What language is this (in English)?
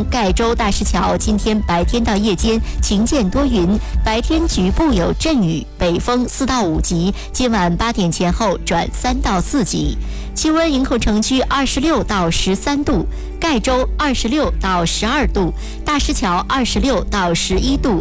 Chinese